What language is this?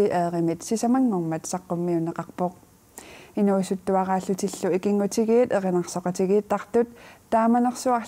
Kalaallisut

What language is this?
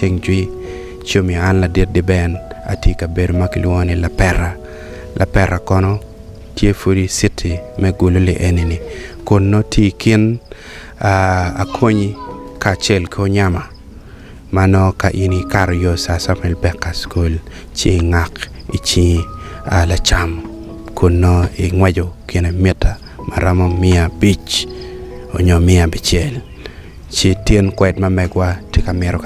Acoli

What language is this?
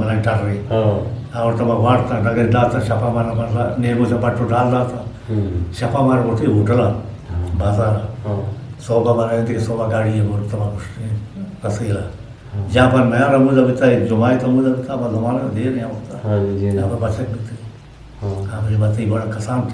Eastern Balochi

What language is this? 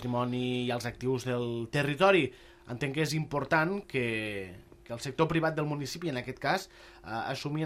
Catalan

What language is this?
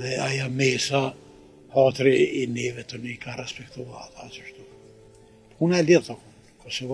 Albanian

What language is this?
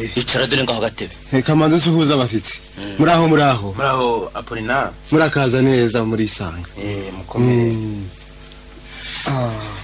Kinyarwanda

